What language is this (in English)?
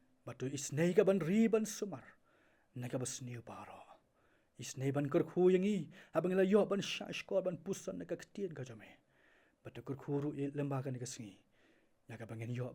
Khasi